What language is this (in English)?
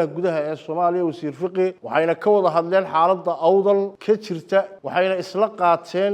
Somali